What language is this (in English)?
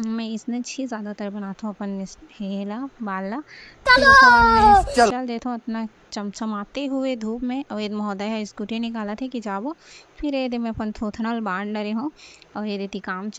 Chhattisgarhi